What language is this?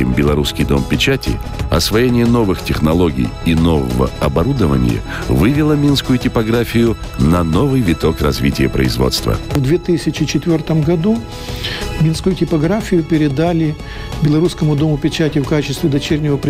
Russian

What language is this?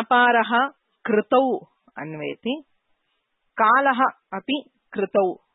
Sanskrit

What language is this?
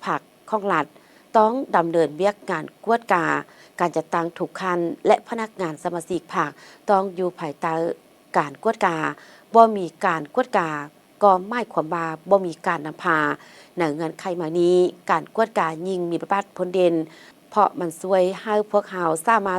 Lao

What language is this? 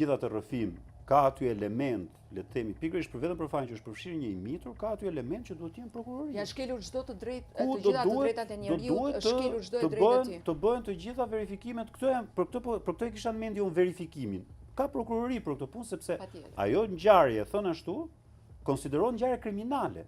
Albanian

